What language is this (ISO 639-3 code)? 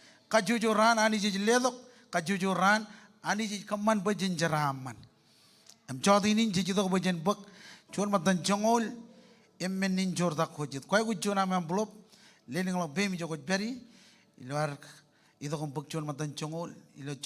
mah